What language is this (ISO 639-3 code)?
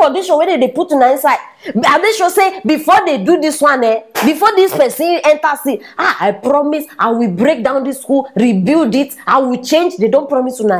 pcm